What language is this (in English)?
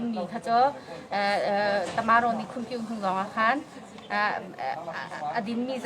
Hakha Chin